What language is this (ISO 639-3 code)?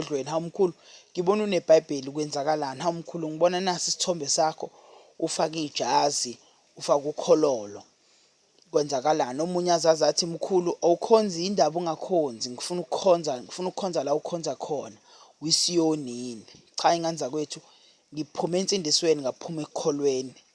zul